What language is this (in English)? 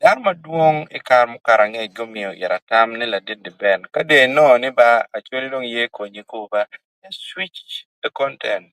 Acoli